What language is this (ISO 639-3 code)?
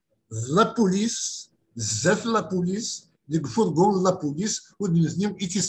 kab